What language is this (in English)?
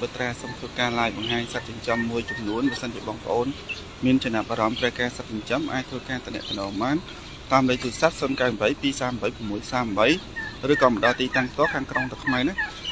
Khmer